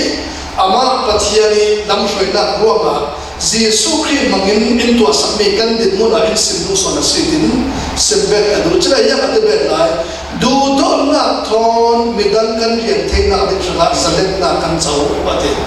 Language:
Falam Chin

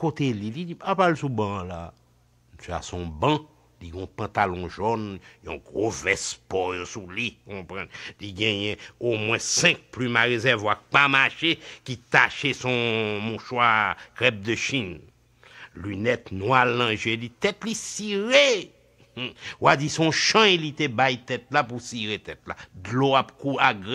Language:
Haitian Creole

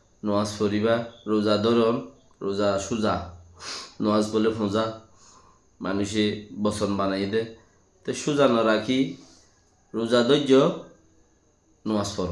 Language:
Rohingya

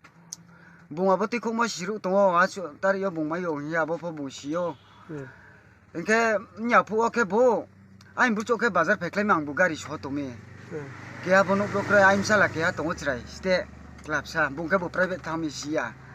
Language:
Riang (India)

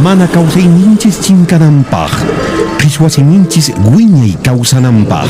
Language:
Quechua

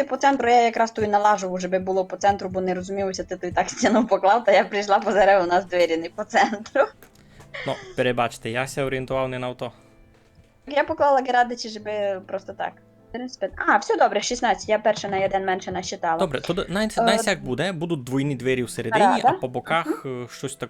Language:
Rusyn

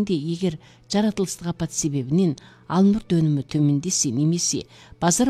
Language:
Kazakh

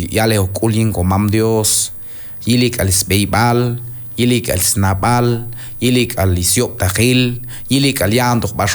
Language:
Q'anjob'al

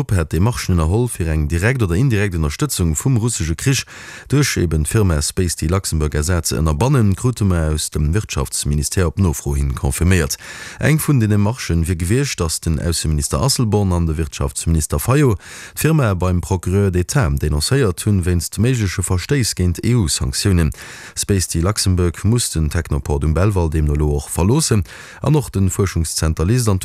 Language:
Luxembourgish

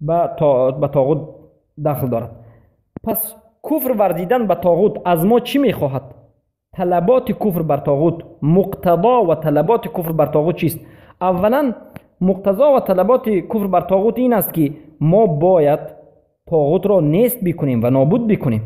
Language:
Tajik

